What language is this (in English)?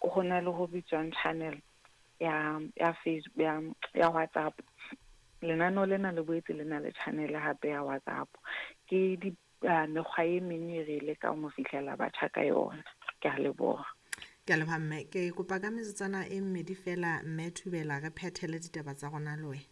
Southern Sotho